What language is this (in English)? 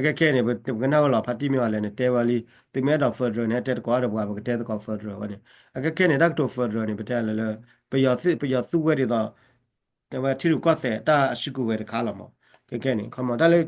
S'gaw Karen